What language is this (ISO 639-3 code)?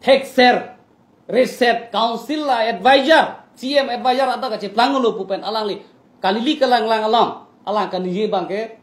mjw